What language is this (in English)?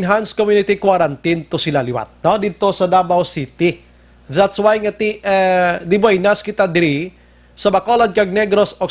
Hiligaynon